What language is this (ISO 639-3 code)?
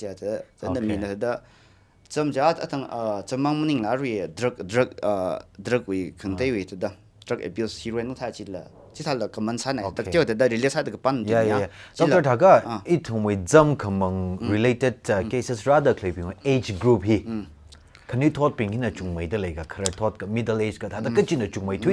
nmf